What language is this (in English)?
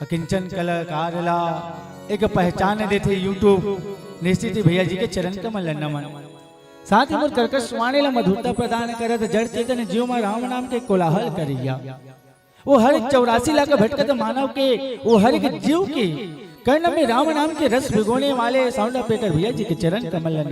Chhattisgarhi